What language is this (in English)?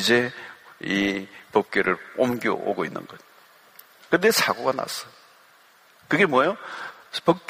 Korean